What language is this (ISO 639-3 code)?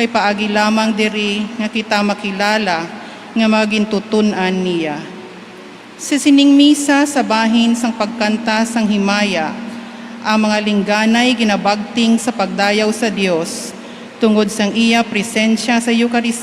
hil